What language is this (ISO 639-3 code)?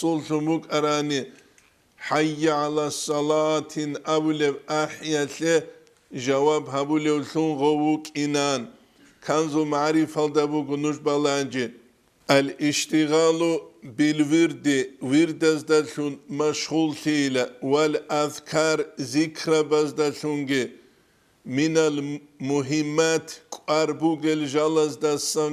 ava